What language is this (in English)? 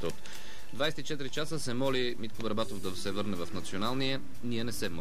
Bulgarian